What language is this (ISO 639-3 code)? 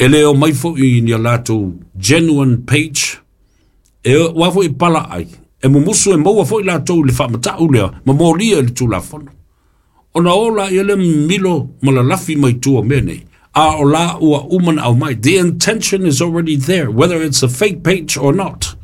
smo